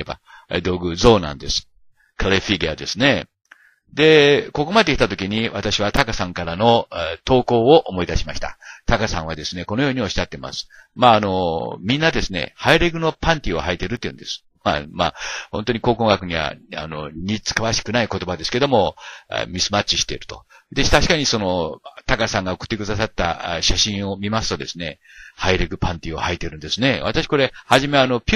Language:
Japanese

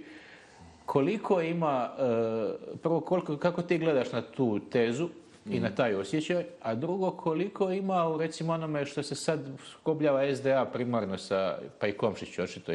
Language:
Bosnian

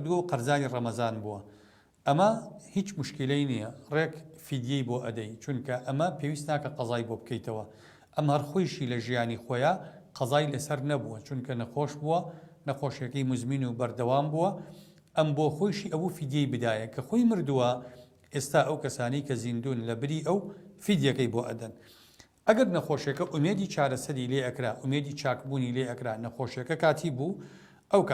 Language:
Central Kurdish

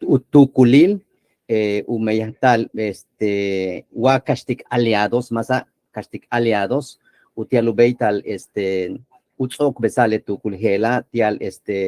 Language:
Yucateco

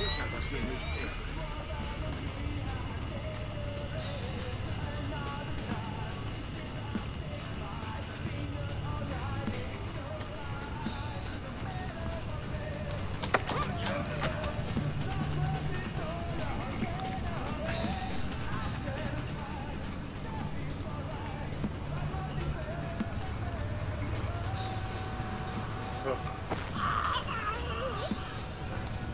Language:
German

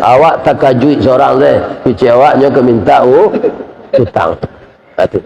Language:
Minangkabau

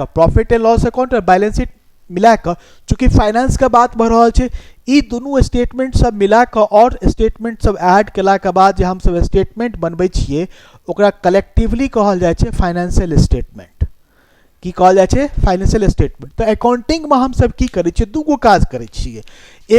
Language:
Maithili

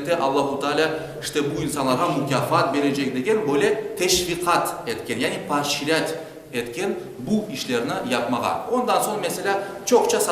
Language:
Crimean Tatar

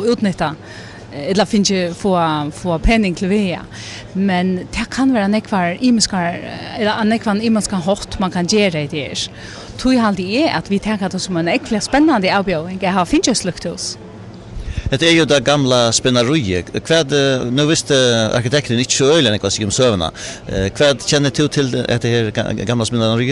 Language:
Faroese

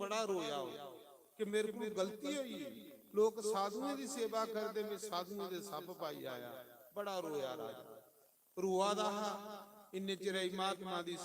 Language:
Dogri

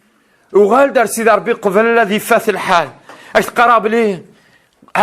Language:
Kabyle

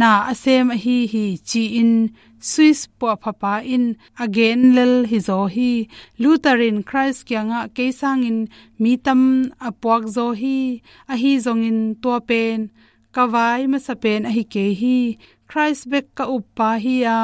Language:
Tedim Chin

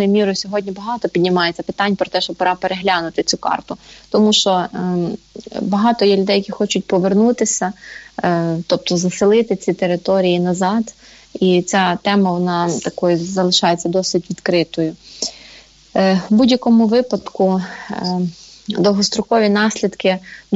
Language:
Ukrainian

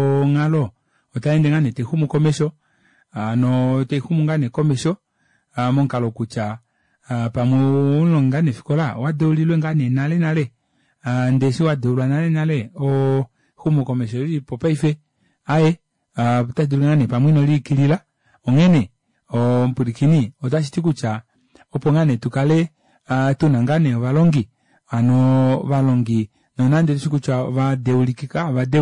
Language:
Kuanyama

